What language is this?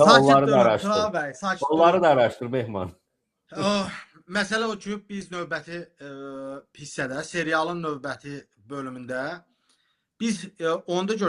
Azerbaijani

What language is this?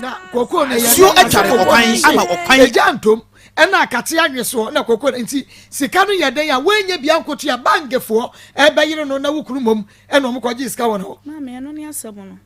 Akan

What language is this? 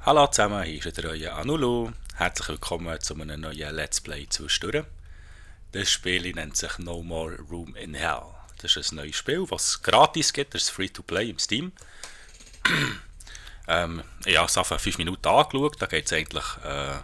Swiss German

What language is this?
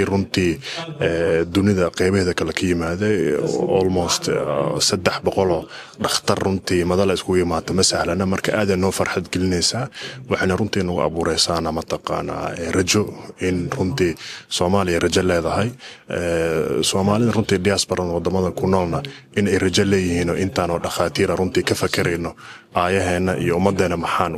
Somali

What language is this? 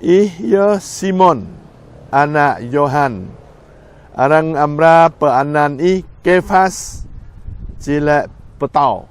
Jarai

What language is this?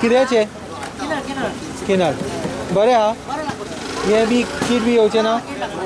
Konkani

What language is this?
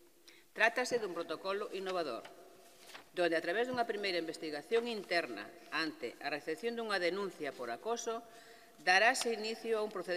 Galician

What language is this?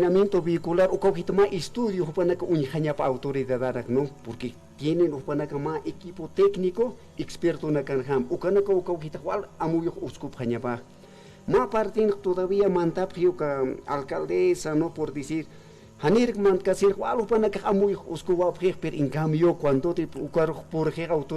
Aymara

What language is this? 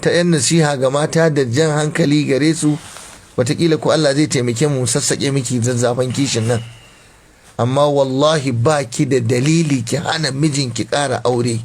Hausa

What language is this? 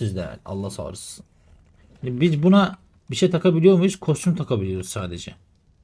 Turkish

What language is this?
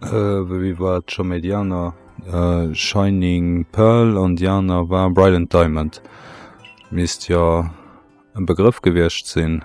Luxembourgish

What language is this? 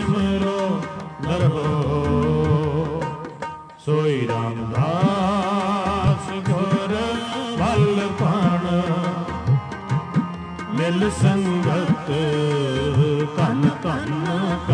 Punjabi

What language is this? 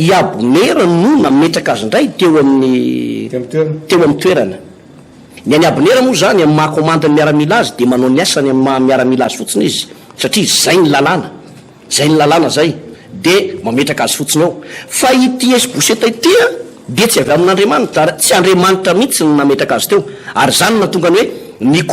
Malagasy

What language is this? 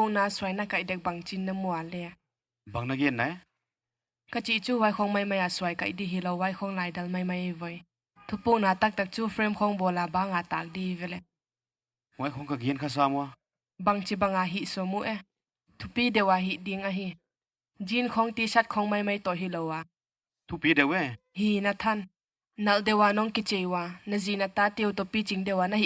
Paite Chin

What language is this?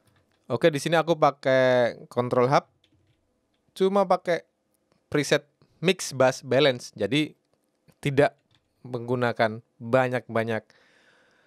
Indonesian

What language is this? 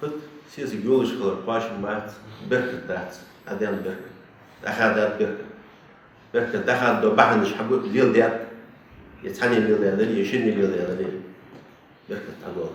Ingush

